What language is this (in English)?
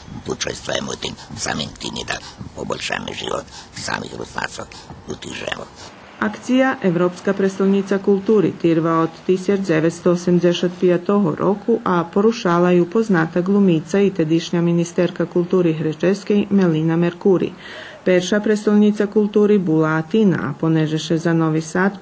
Rusyn